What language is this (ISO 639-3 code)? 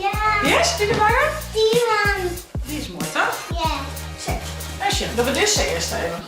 fry